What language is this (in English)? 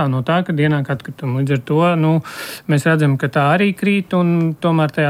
Latvian